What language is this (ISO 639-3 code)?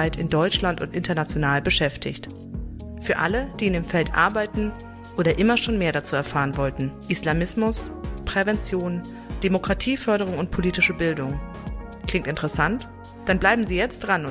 deu